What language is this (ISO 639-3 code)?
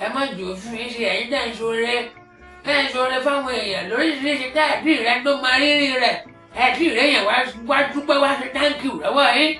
yor